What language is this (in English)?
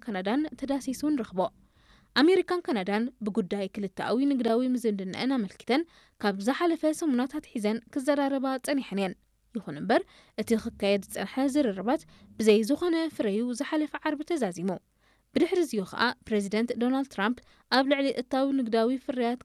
Tigrinya